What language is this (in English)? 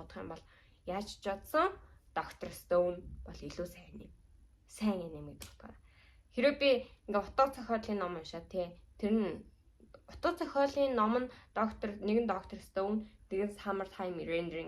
Mongolian